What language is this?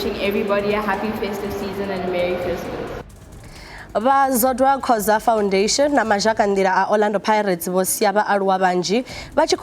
Venda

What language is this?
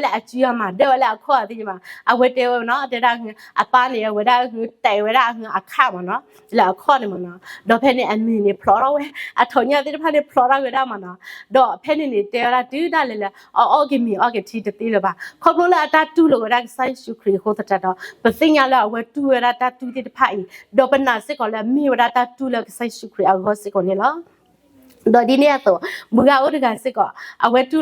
S'gaw Karen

